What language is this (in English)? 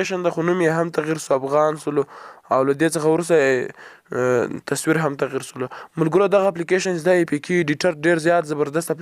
Pashto